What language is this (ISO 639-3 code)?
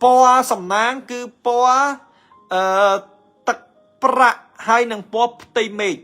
khm